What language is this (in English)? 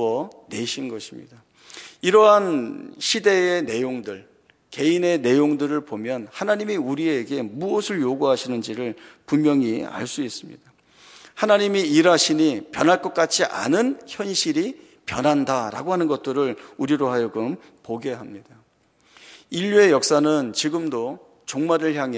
Korean